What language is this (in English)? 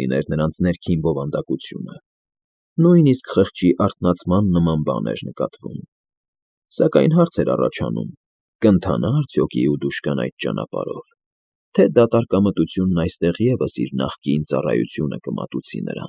Armenian